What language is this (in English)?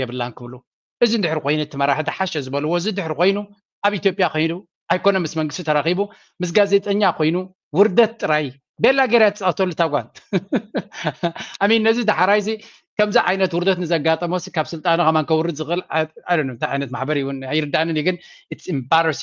Tigrinya